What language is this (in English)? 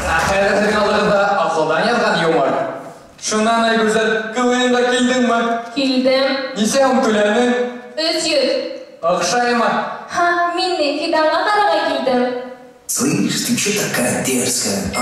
Bashkir